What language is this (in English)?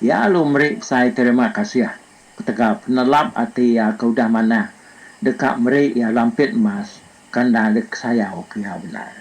Iban